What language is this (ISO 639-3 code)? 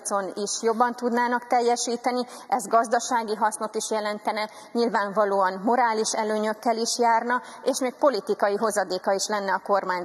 hun